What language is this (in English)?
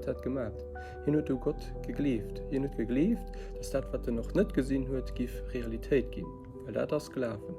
Luxembourgish